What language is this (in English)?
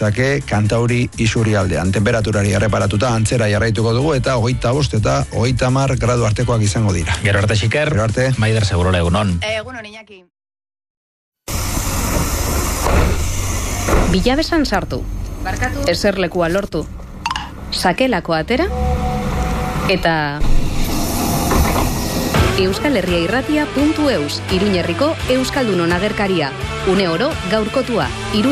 Basque